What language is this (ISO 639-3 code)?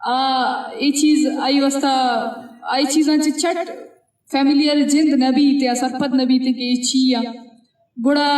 bgp